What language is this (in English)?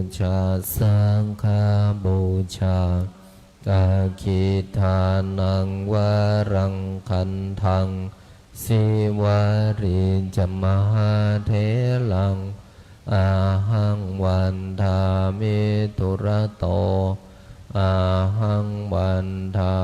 Pali